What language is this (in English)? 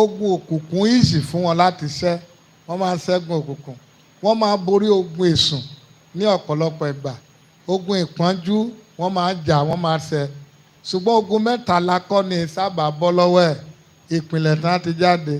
Yoruba